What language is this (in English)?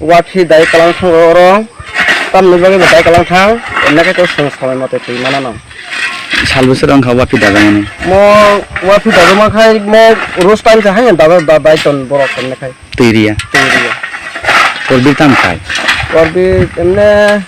Kok Borok